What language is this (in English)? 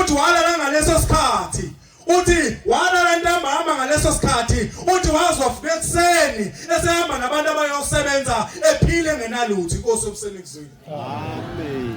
Zulu